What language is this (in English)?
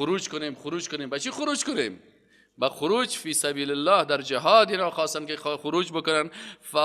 Persian